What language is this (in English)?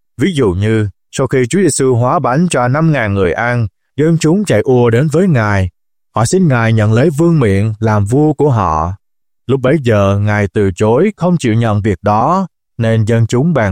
Vietnamese